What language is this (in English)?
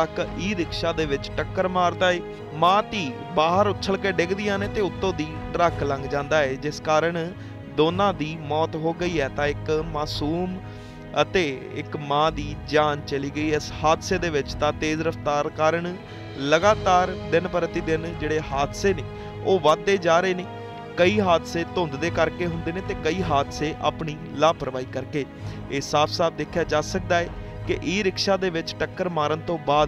Punjabi